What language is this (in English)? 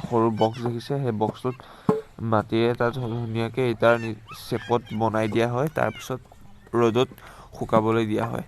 Assamese